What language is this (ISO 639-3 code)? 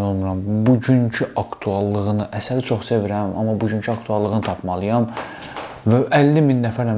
aze